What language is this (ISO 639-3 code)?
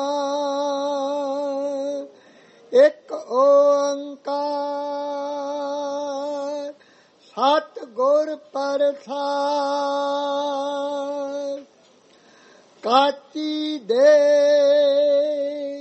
pan